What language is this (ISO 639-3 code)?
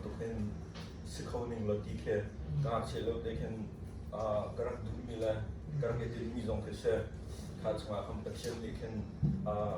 cnh